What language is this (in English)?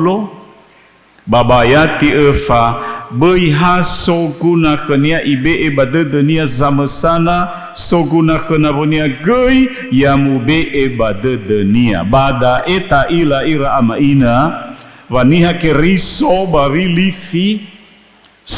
Nias